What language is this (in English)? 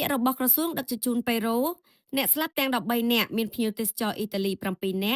Khmer